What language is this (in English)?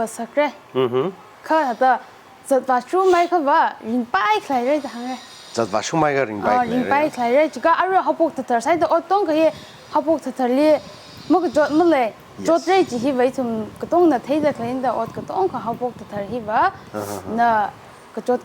Tangkhul Naga (India)